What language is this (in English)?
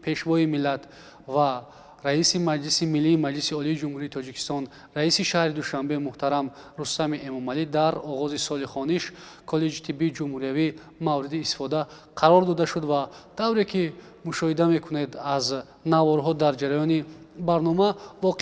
Tajik